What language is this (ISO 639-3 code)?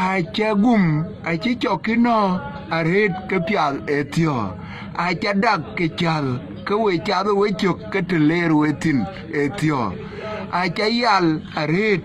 din